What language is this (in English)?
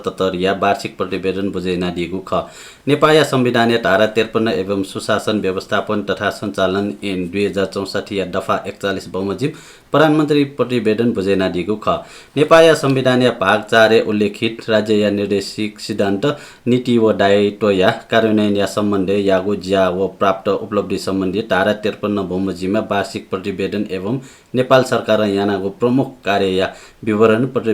Newari